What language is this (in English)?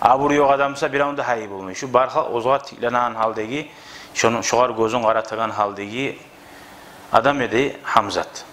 Kumyk